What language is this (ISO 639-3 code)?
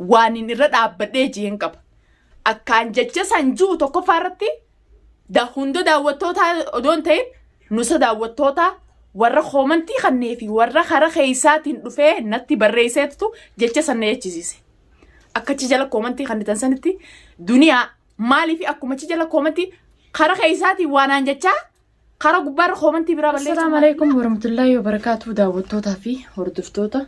orm